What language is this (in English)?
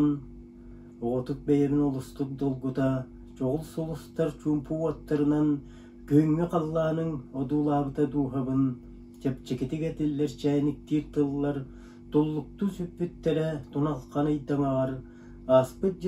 Yakut